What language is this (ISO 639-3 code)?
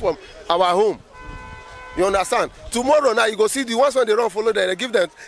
pcm